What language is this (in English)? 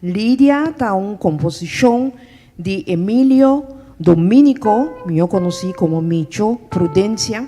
Papiamento